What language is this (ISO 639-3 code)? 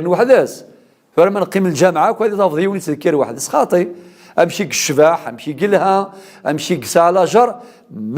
kab